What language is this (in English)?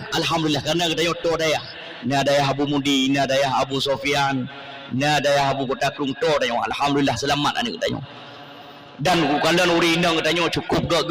Achinese